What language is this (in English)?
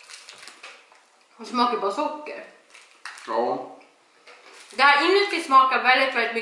Swedish